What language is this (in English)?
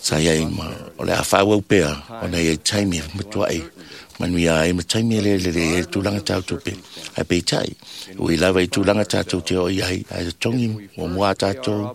Samoan